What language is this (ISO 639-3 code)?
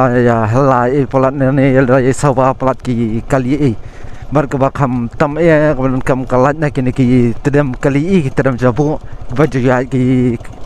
kha